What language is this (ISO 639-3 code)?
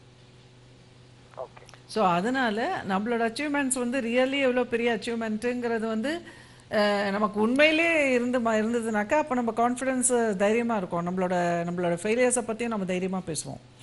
tam